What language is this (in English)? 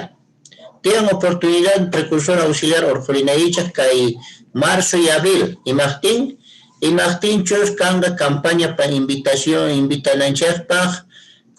Quechua